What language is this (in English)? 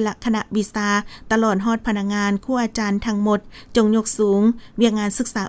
Lao